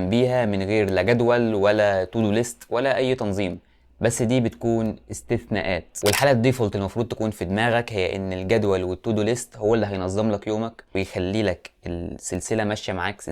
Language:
Egyptian Arabic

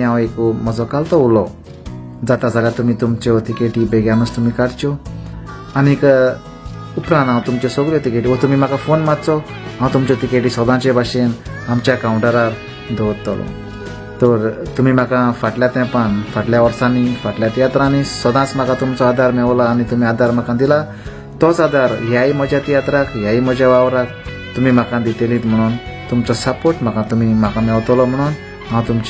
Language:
Konkani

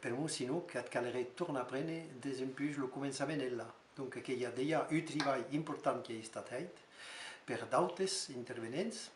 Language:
Occitan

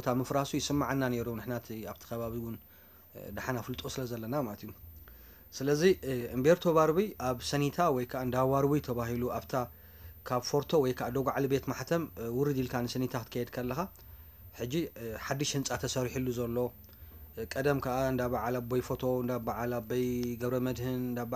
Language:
Tigrinya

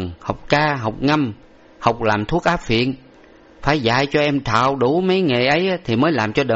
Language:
Vietnamese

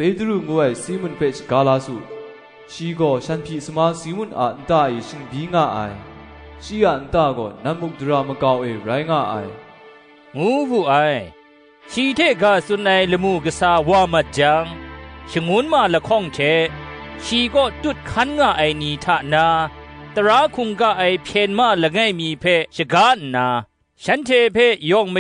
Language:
Kachin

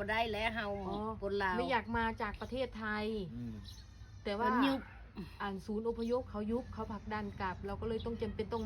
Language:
Lao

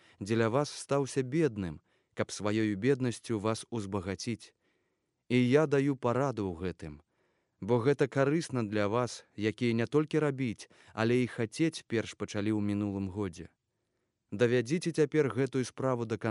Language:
Belarusian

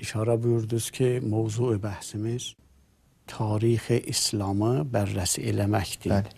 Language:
Azerbaijani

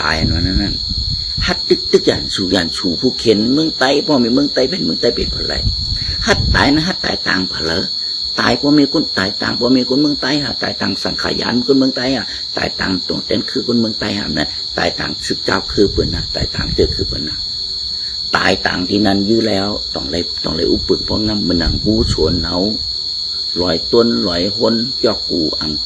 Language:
Shan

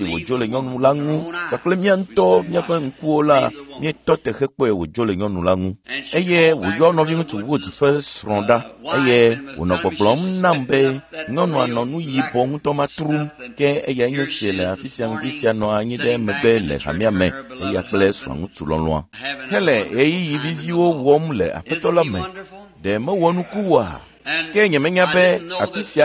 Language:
Ewe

